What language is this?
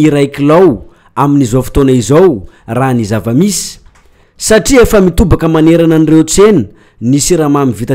Malagasy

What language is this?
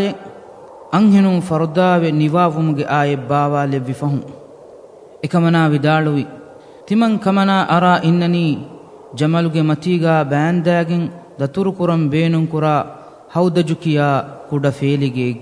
Divehi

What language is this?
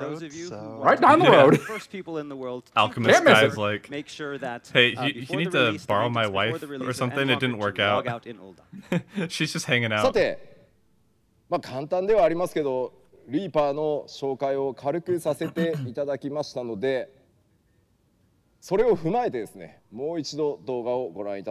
English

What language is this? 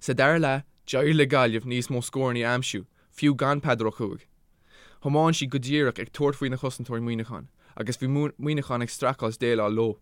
Irish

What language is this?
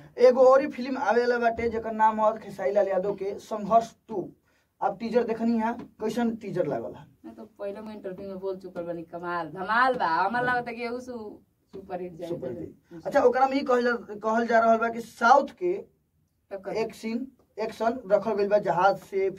Bhojpuri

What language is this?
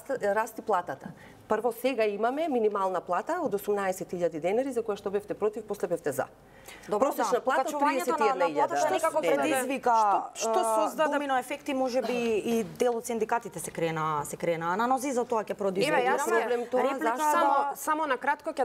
Macedonian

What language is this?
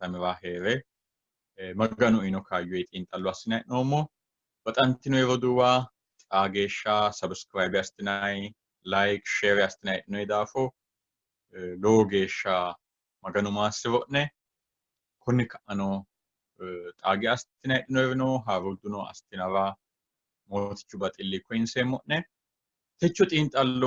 Sidamo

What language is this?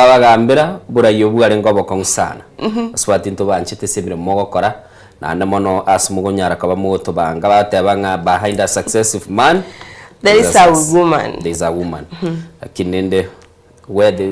Gusii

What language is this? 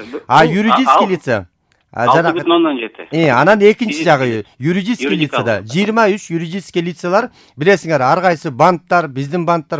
Kyrgyz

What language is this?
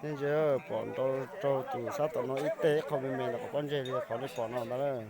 Hmong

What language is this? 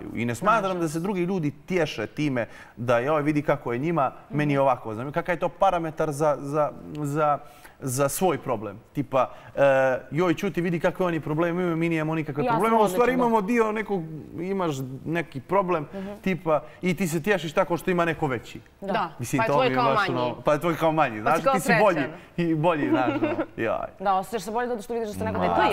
Bosnian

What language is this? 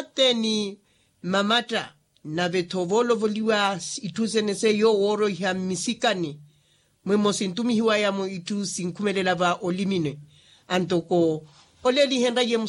Makhuwa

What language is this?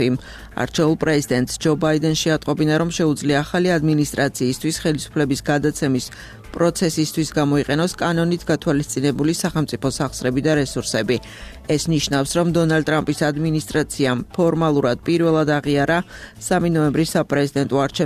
Georgian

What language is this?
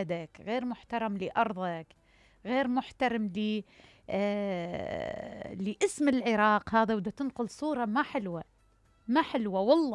Mesopotamian Arabic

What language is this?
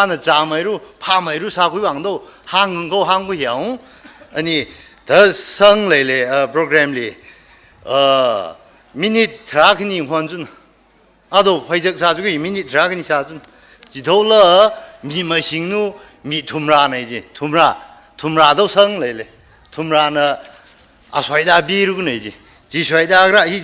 Tangkhul Naga (India)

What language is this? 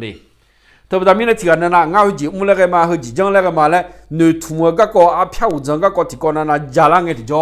Akha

